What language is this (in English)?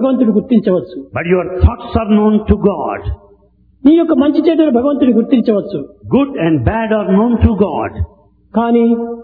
Telugu